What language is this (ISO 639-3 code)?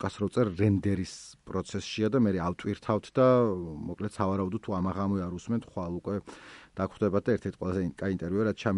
kat